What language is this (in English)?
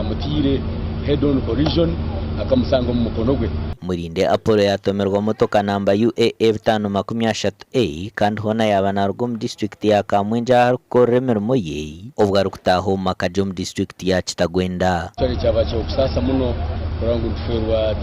Nyankole